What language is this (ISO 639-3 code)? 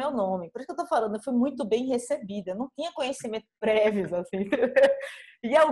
por